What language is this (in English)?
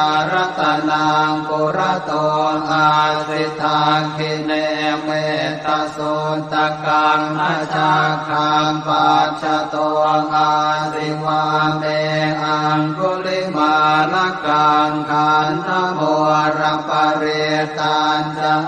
Pali